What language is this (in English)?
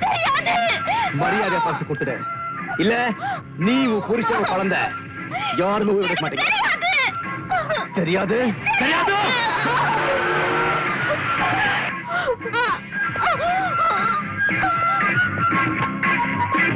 Tamil